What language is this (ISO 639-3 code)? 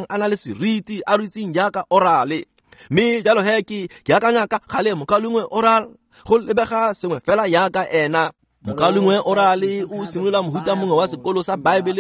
tsn